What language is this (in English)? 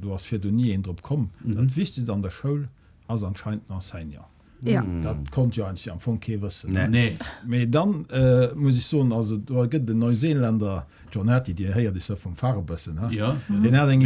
Luxembourgish